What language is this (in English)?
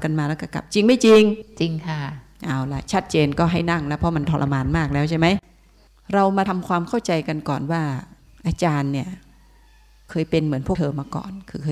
Thai